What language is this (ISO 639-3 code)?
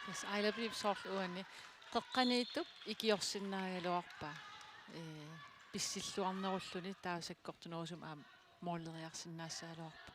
kal